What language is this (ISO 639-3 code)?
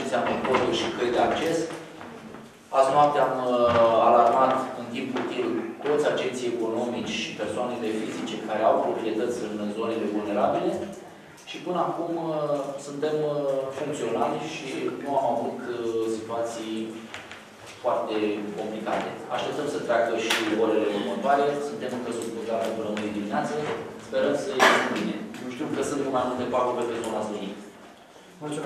ron